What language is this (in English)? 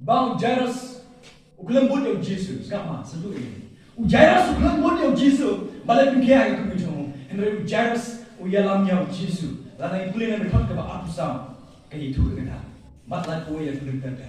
Khasi